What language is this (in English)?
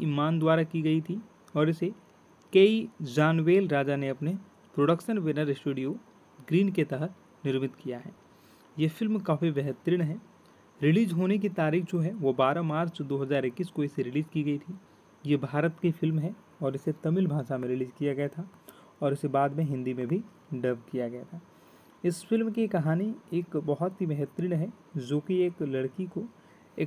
Hindi